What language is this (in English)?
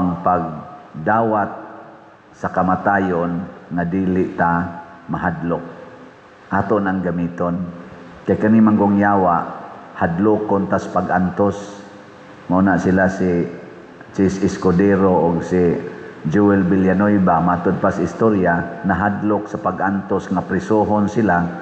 Cebuano